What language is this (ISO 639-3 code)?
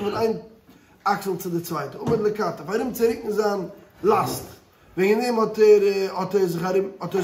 yid